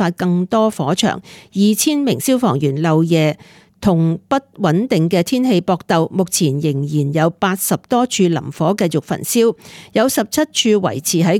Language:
Cantonese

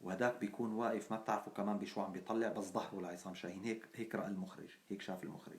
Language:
North Levantine Arabic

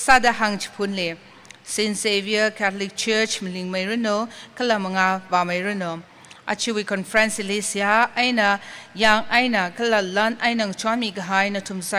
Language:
Tangkhul Naga (India)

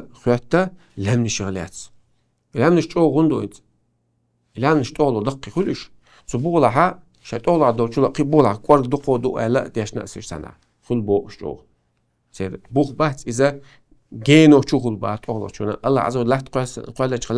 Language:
Chechen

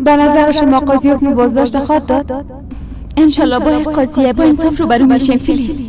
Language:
Persian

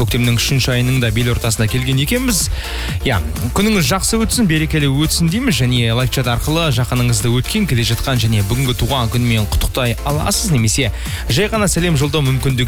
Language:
Kazakh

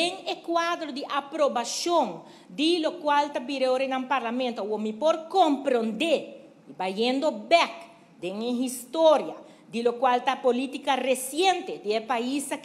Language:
Papiamento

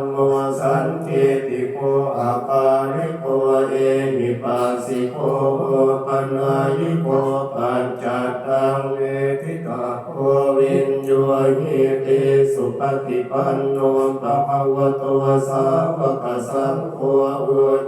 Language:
Pali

